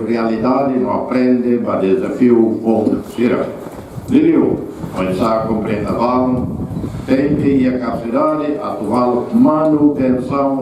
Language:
Tetum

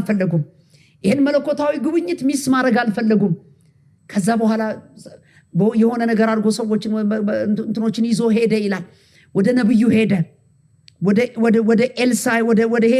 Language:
Amharic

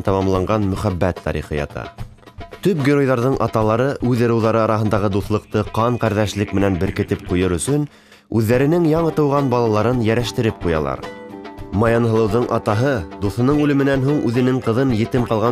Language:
Bashkir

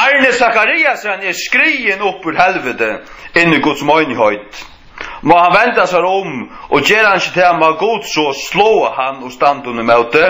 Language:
Faroese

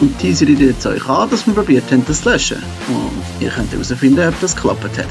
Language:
Swiss German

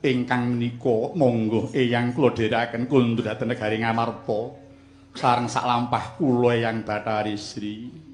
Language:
Javanese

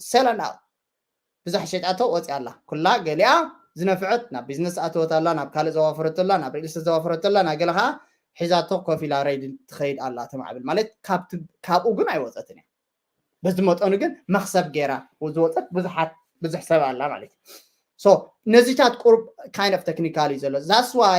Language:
Tigrinya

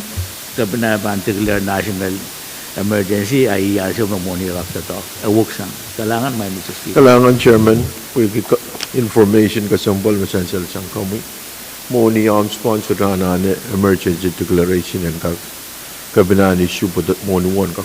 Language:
Pohnpeian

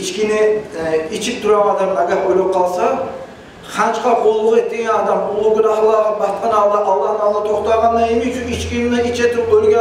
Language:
Kumyk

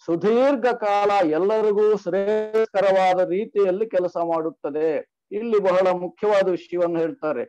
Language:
Kannada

